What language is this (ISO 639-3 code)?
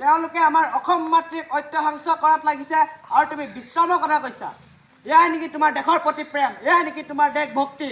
asm